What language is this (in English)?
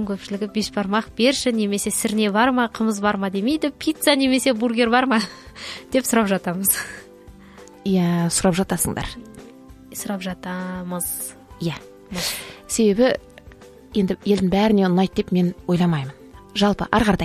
Kazakh